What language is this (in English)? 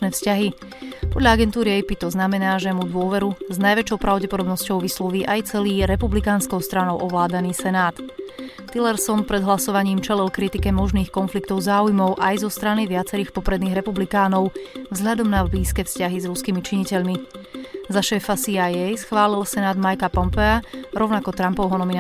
Slovak